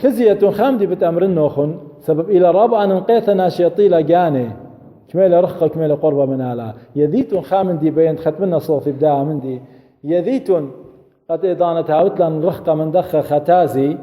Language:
Assyrian Neo-Aramaic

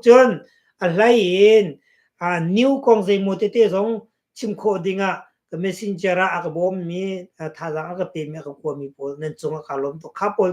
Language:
Hakha Chin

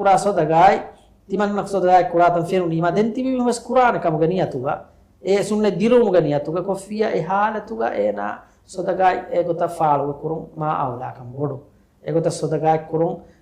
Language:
Divehi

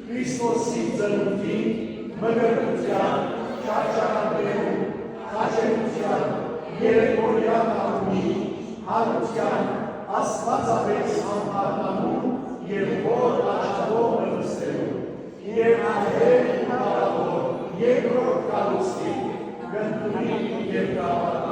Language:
Western Armenian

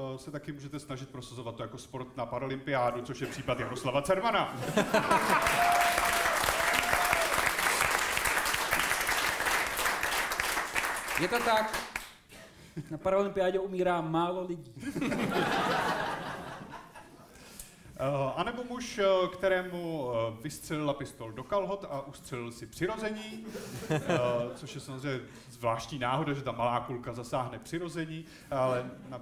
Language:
Czech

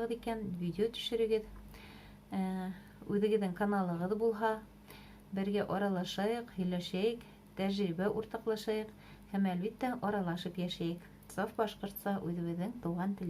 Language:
Bashkir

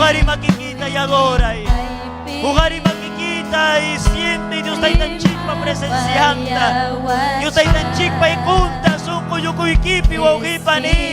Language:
Ayacucho Quechua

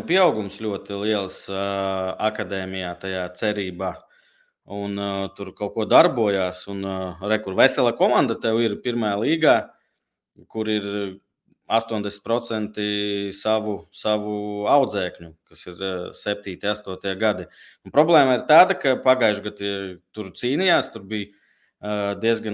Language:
Latvian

